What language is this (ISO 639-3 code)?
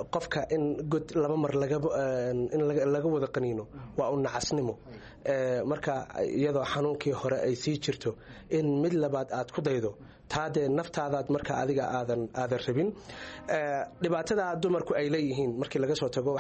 som